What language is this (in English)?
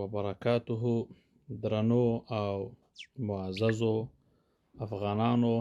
Pashto